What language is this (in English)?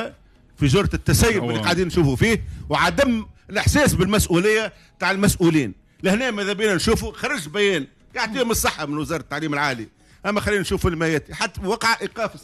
Tunisian Arabic